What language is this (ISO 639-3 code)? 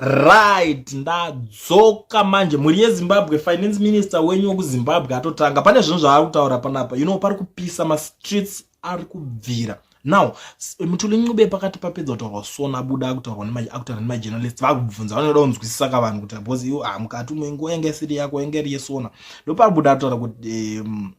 sna